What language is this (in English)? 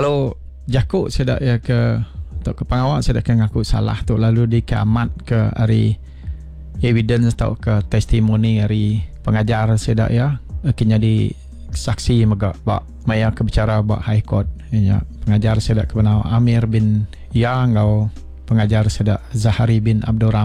Iban